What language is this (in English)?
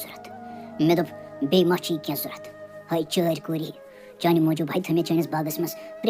Kashmiri